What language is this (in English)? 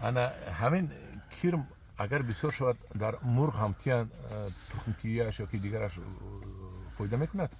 Tajik